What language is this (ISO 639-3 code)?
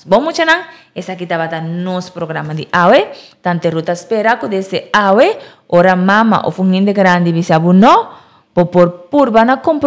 pap